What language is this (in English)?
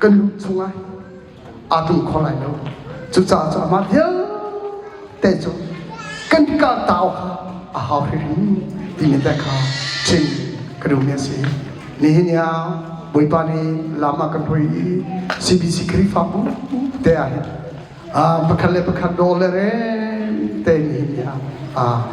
Hakha Chin